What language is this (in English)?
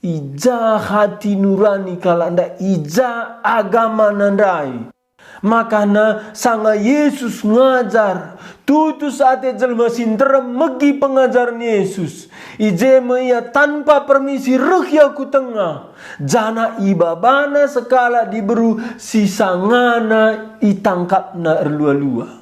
Batak Karo